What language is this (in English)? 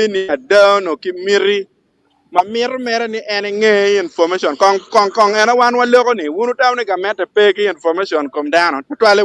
Acoli